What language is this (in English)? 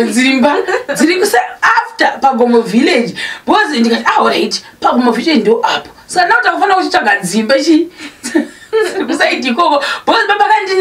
Shona